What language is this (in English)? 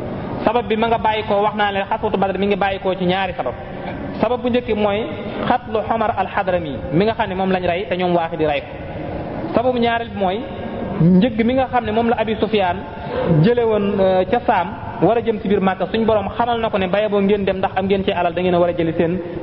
Wolof